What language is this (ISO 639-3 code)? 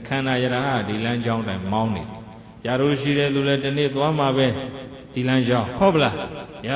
mya